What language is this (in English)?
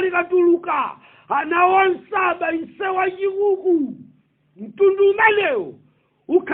Nyanja